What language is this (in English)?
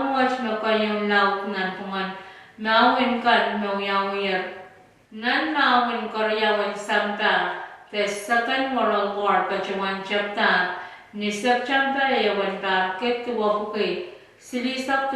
Pohnpeian